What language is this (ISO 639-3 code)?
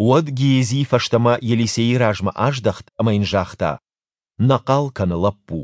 oss